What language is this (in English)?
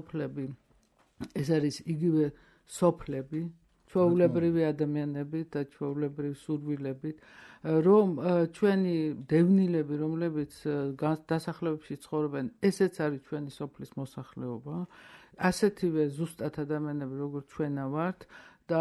Georgian